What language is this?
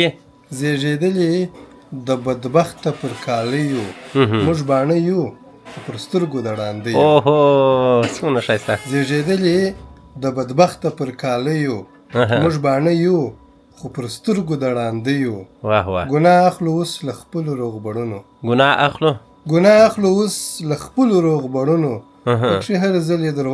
Pashto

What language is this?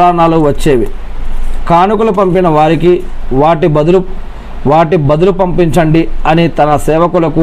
Telugu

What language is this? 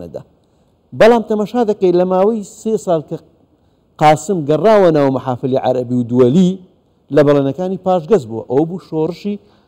Central Kurdish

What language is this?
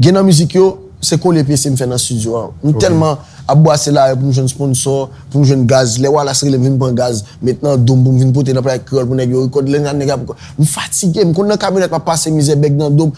Haitian Creole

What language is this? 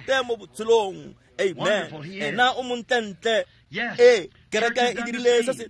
Tswana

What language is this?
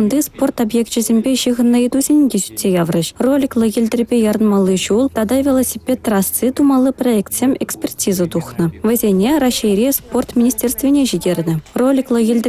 Chuvash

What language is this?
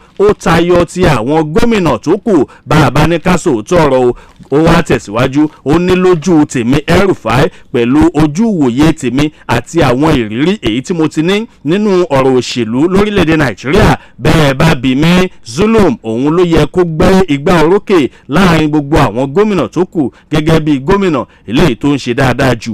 Yoruba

